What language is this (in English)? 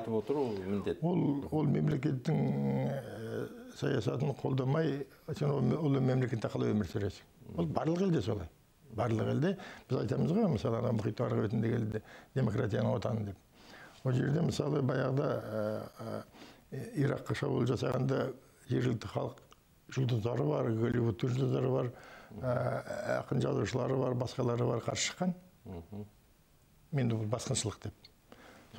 Kazakh